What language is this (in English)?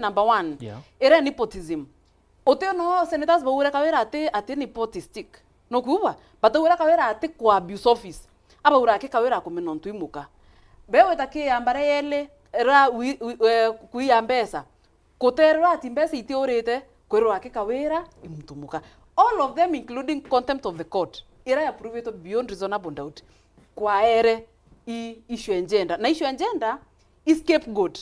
Meru